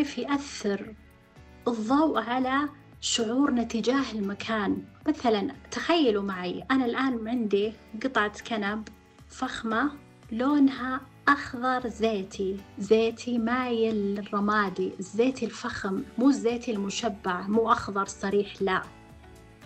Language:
Najdi Arabic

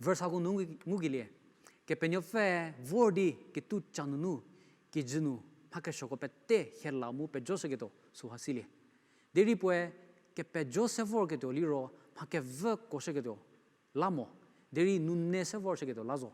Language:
Angami Naga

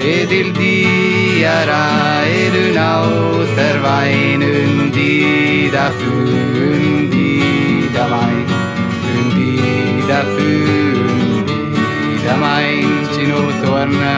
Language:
Romansh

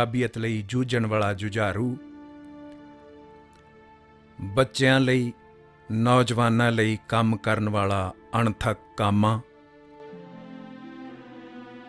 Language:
Punjabi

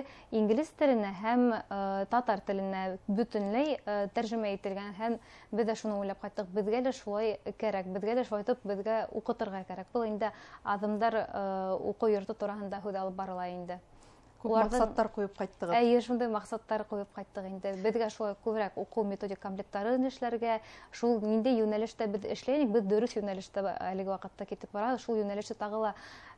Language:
Bashkir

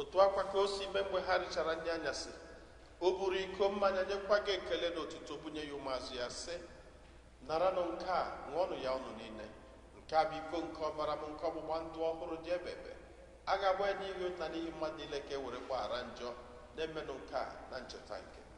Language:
Igbo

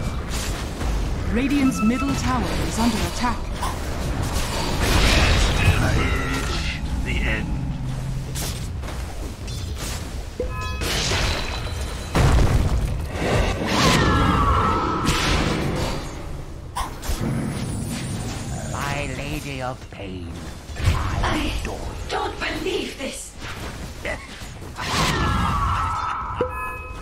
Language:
English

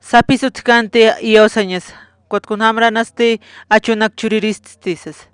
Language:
Aymara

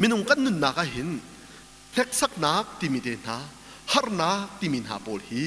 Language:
Hakha Chin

